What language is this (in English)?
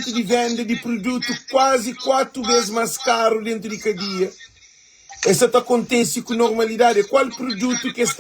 Kabuverdianu